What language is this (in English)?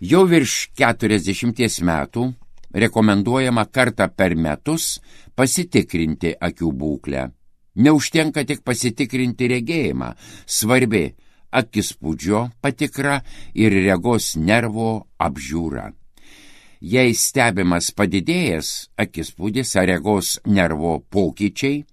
Lithuanian